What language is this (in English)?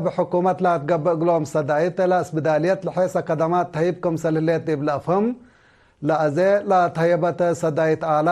Tigre